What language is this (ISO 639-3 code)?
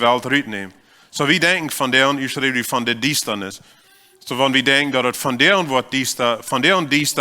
pdt